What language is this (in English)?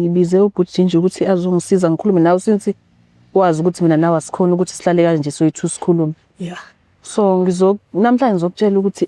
Zulu